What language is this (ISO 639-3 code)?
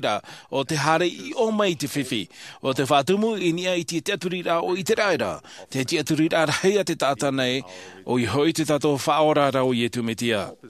tah